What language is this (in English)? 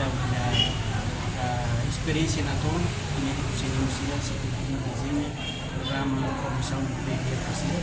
Tetum